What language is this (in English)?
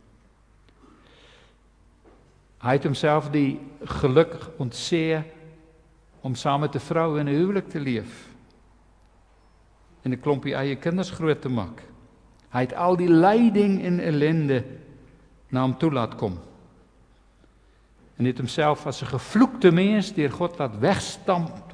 Afrikaans